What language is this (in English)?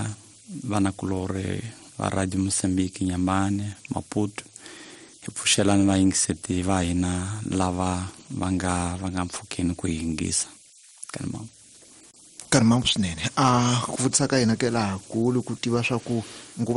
Tsonga